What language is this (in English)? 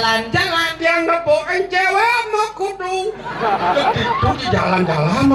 Balinese